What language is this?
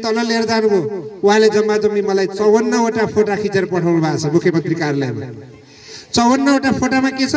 Nepali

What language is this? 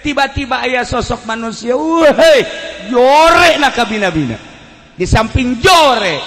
Sundanese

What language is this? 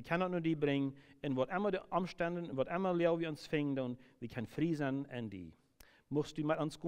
Plautdietsch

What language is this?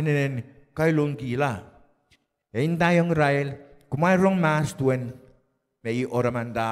Pohnpeian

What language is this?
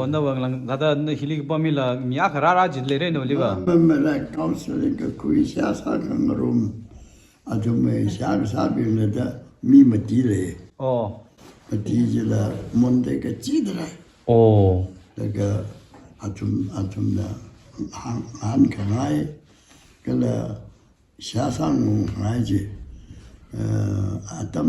Tangkhul Naga (India)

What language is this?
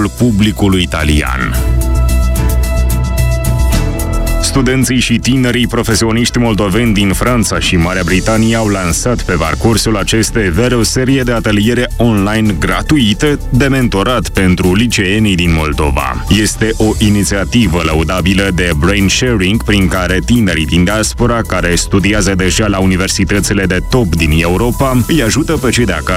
Romanian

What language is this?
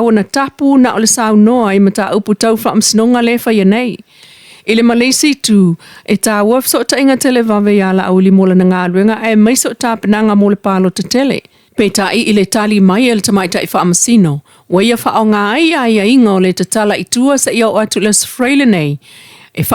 Samoan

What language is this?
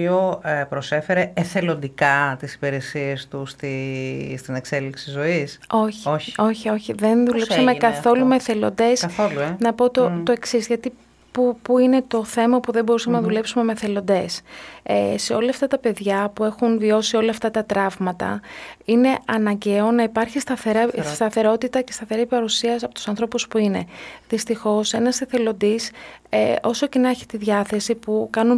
Greek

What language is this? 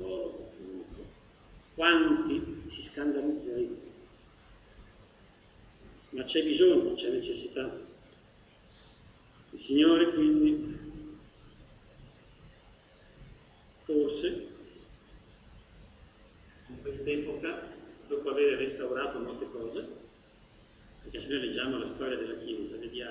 Italian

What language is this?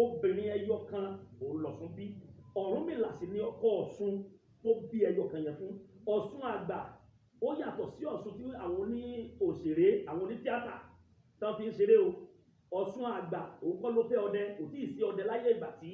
Yoruba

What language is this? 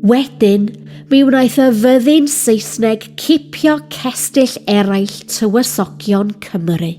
Welsh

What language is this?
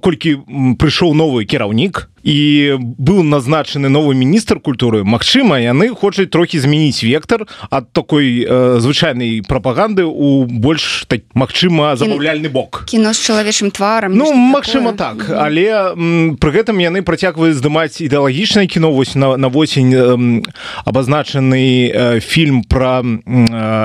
Belarusian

